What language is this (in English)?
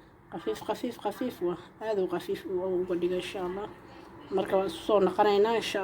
Somali